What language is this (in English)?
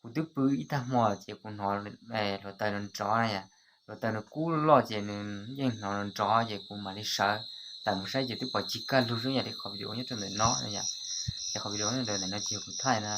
Hmong